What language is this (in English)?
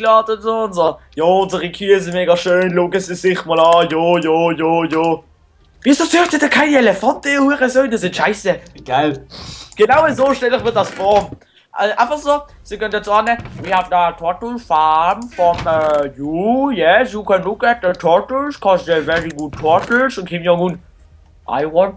Swiss German